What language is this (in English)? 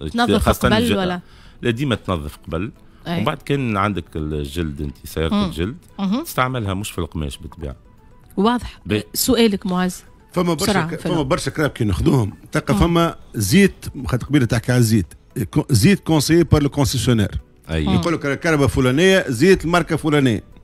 Tunisian Arabic